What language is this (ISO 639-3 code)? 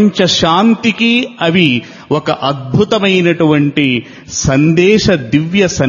tel